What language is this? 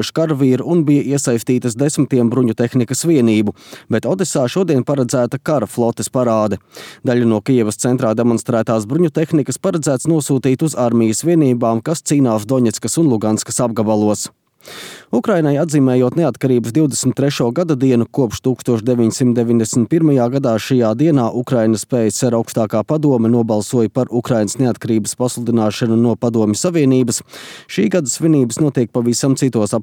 Latvian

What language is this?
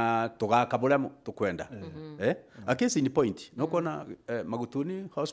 Meru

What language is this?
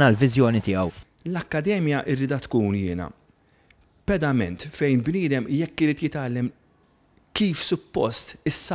Maltese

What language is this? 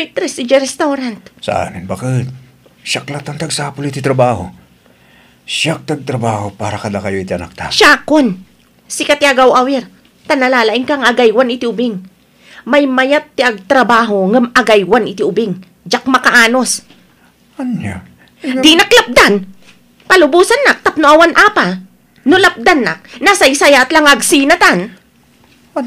Iloko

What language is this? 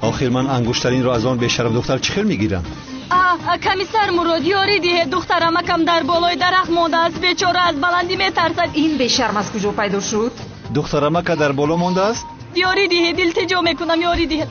Tajik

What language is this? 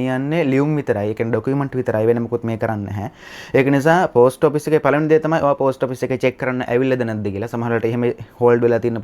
Sinhala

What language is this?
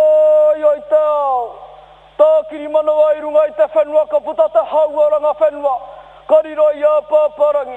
Māori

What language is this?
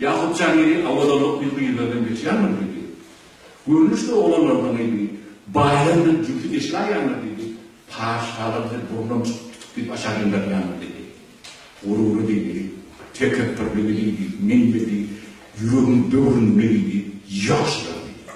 Turkmen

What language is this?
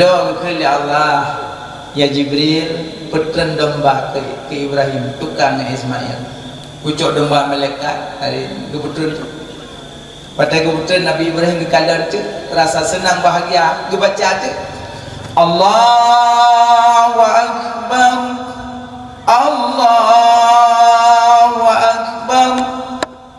Achinese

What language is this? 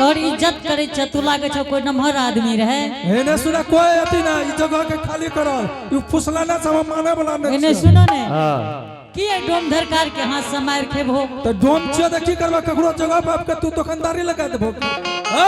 Angika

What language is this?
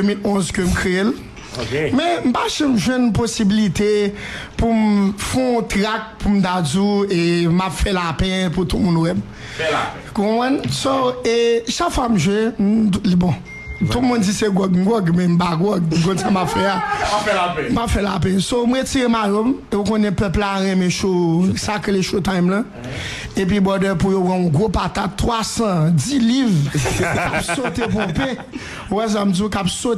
Haitian Creole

